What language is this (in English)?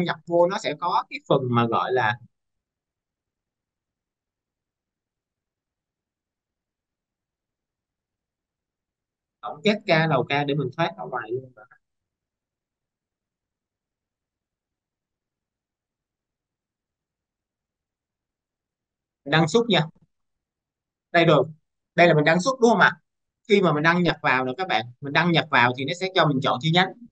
Vietnamese